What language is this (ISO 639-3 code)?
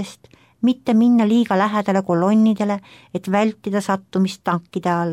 est